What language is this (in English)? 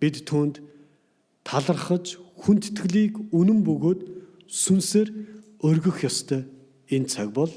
Mongolian